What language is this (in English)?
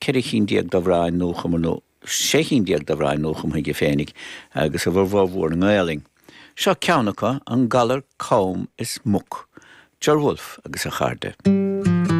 Irish